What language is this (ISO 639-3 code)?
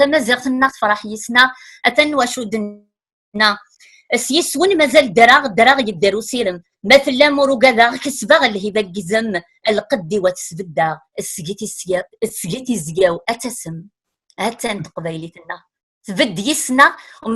kab